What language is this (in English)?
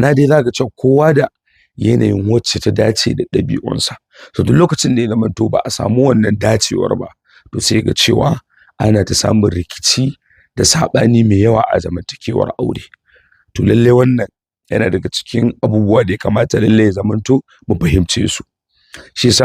Hausa